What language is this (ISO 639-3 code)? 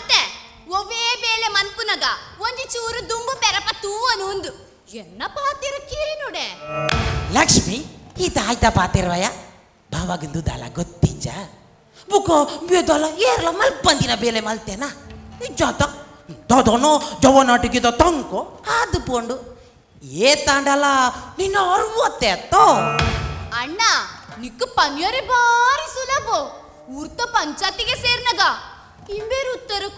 tcy